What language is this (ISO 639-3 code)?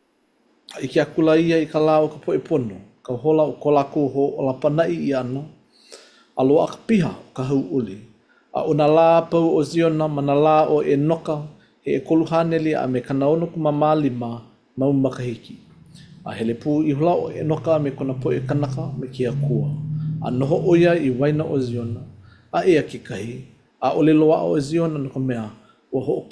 haw